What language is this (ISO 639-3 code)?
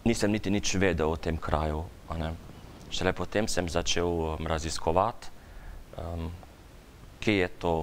slv